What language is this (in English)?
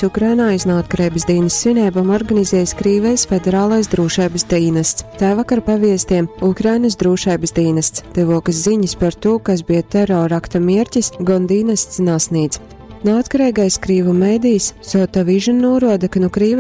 Latgalian